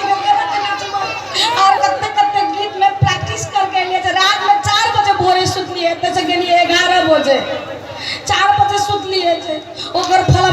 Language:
Maithili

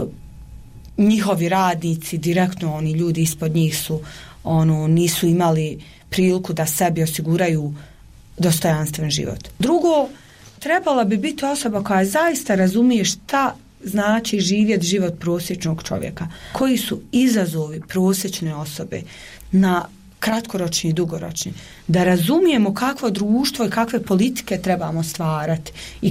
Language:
Bosnian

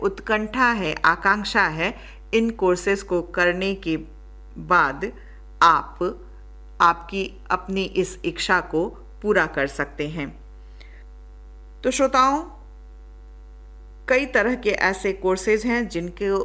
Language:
Hindi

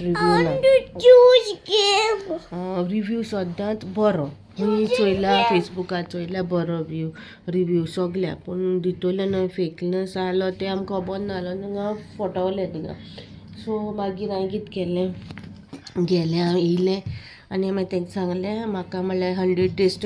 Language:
Konkani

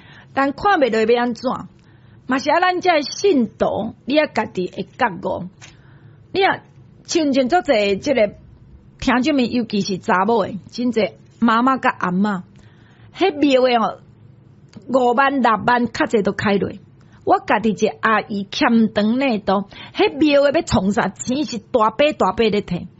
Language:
Min Nan Chinese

